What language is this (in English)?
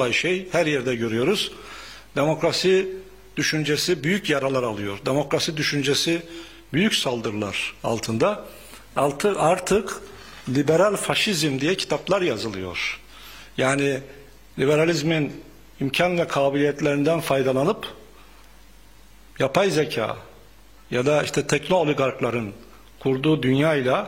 Turkish